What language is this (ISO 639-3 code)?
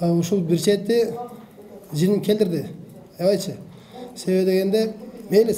kir